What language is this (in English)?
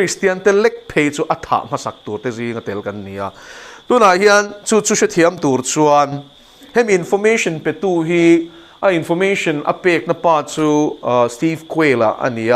Mizo